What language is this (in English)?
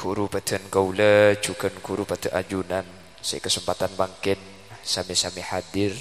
Madurese